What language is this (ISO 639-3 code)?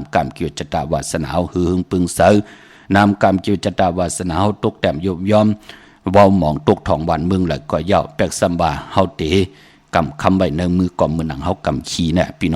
shn